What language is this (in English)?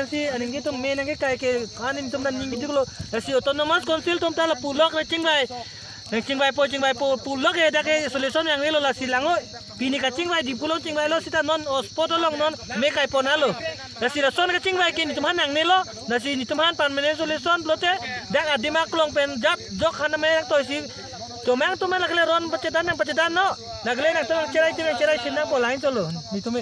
Karbi